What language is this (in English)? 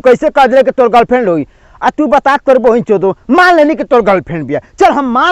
Bhojpuri